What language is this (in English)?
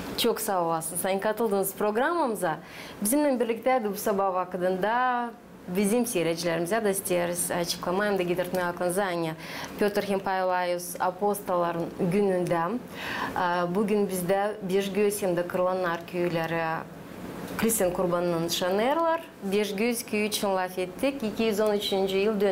Gagauz